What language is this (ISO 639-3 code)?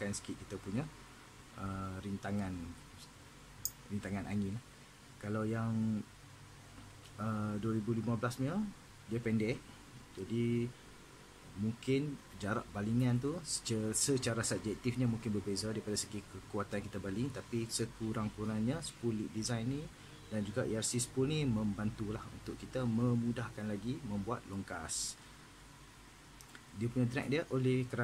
msa